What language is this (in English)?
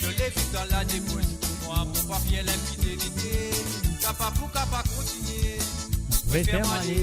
Morisyen